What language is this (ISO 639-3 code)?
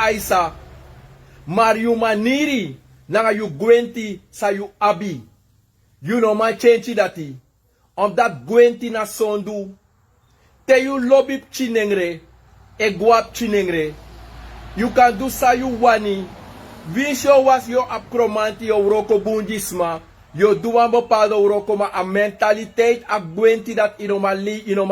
srn